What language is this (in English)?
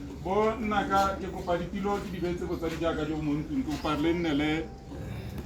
Tswana